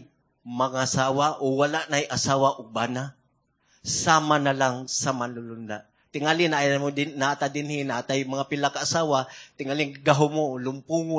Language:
Cebuano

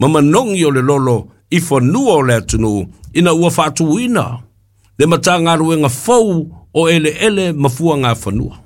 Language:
Samoan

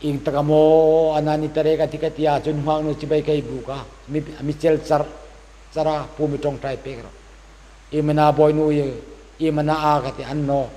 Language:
Hmar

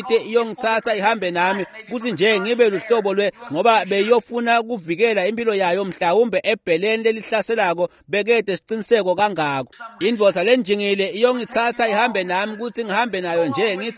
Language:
Swati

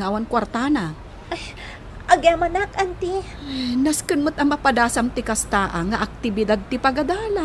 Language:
Iloko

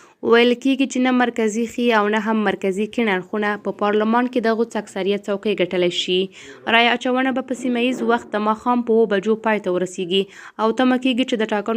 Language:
Pashto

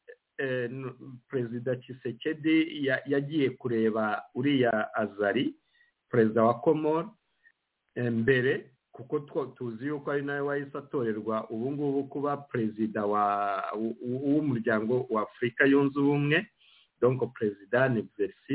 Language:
Kinyarwanda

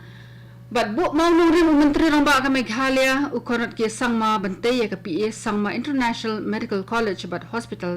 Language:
Khasi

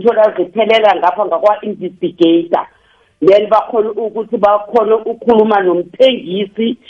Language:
South Ndebele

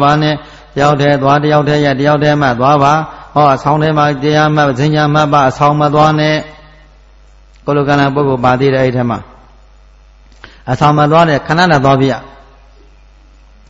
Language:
Burmese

